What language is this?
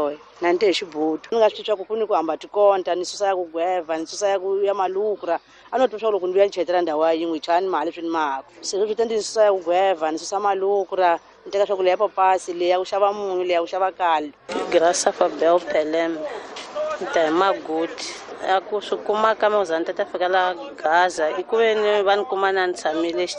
Tsonga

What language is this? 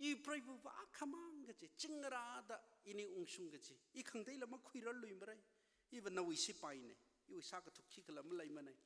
Tangkhul Naga (India)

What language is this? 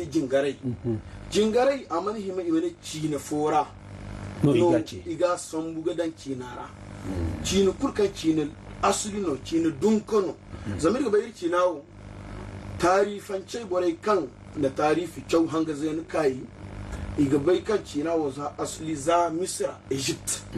Zarma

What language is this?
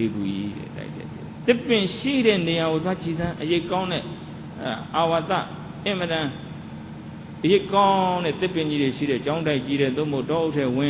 Burmese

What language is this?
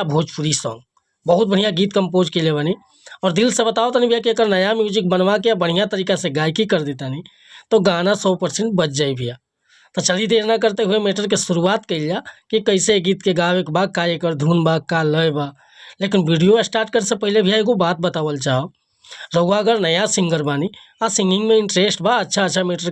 Bhojpuri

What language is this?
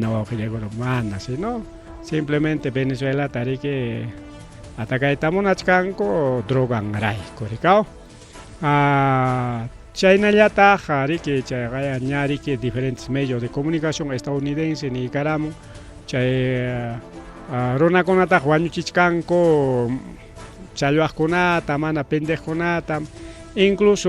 Ayacucho Quechua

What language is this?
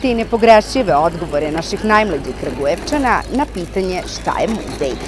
Serbian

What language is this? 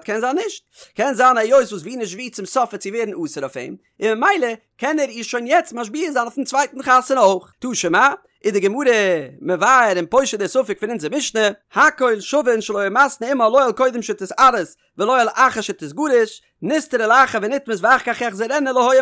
Yiddish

